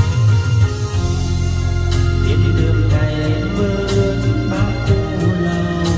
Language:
Vietnamese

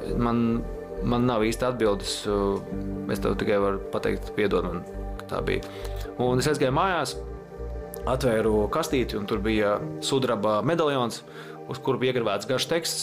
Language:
Latvian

